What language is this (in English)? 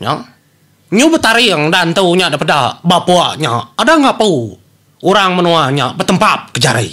Iban